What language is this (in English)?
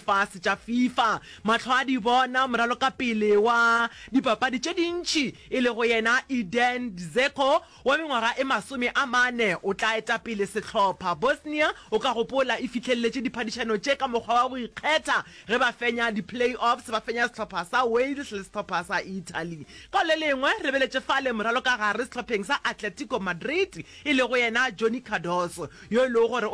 Northern Sotho